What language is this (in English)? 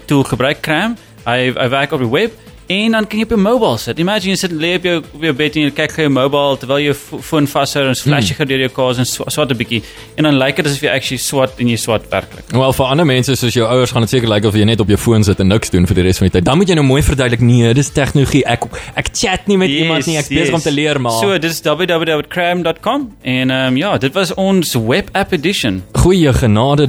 Afrikaans